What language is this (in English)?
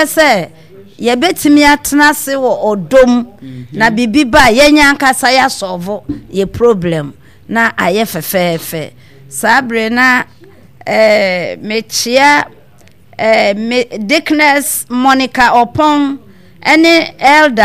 Akan